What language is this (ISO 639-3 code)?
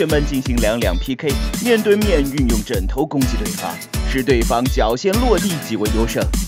zho